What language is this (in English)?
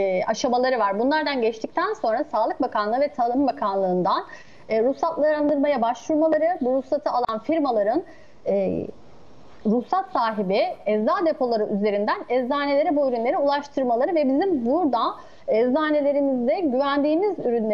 Turkish